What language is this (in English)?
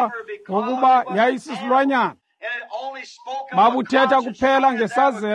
Xhosa